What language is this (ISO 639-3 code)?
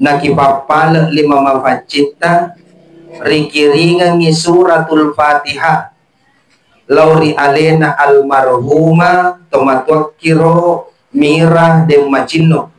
bug